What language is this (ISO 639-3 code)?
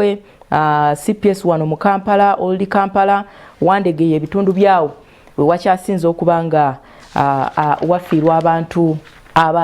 lug